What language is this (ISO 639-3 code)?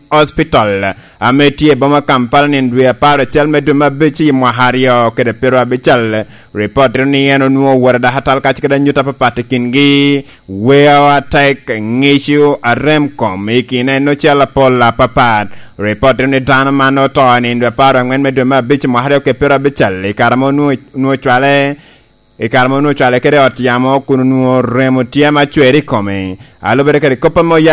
laj